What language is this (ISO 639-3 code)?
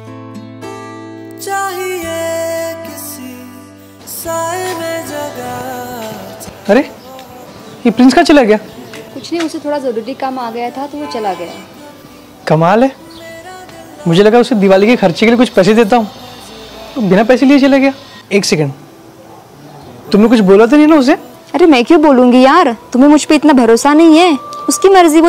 hin